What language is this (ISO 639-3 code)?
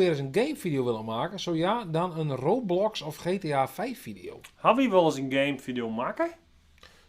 fry